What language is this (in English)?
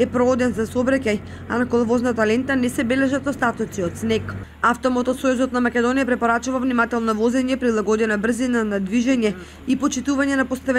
Macedonian